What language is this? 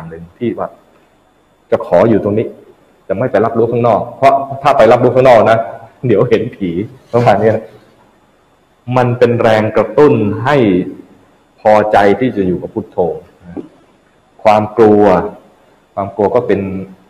Thai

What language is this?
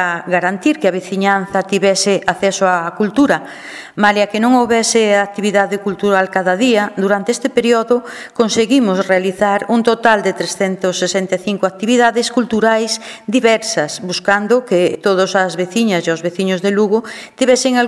Galician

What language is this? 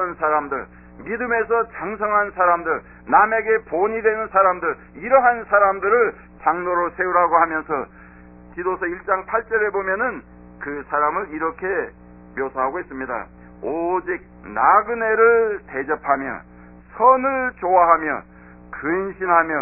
Korean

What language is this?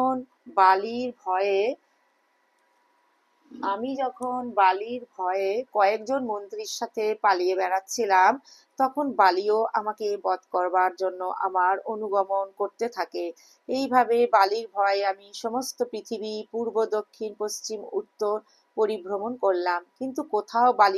Bangla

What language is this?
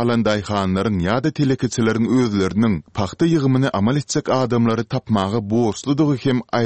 Turkmen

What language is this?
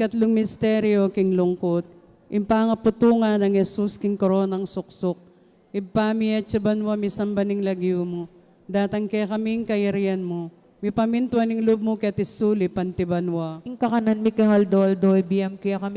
Pampanga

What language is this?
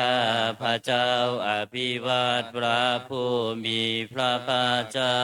Pali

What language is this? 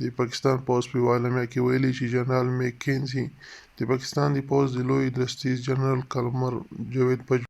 Pashto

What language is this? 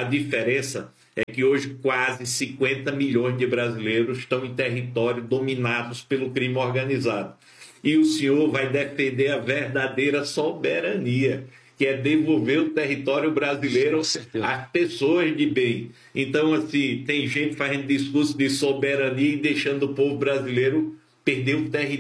Portuguese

